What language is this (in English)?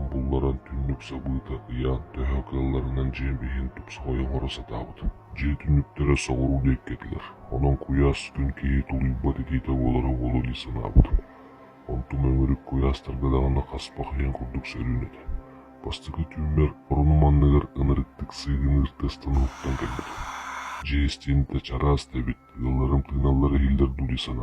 Yakut